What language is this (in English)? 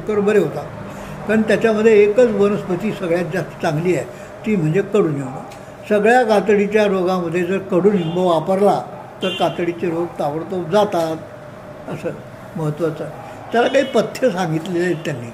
Marathi